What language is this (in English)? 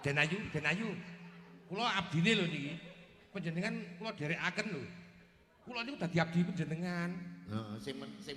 Javanese